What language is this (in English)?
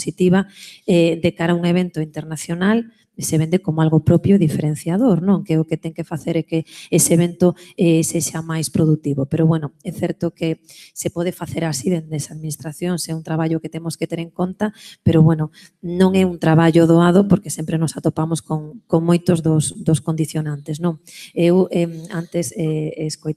Galician